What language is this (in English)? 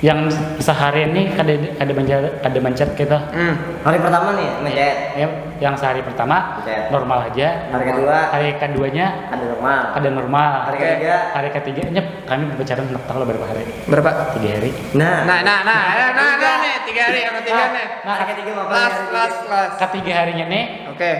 Banjar